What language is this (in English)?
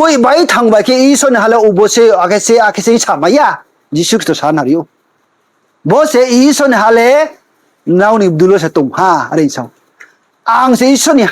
Riang (India)